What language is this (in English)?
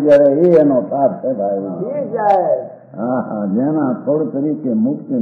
Gujarati